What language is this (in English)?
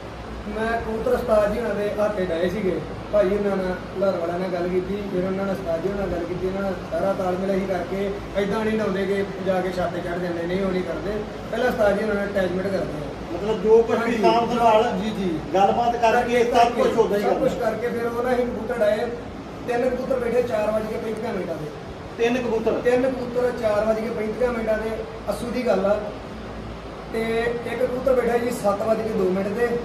Punjabi